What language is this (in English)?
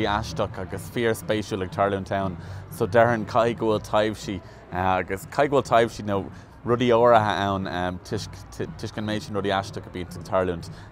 Irish